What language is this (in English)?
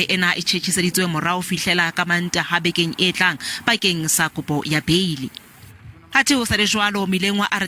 Southern Sotho